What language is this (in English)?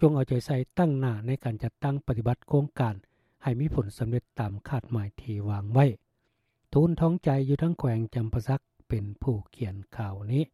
Lao